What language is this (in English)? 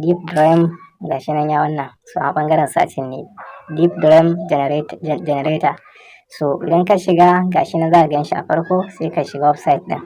Hausa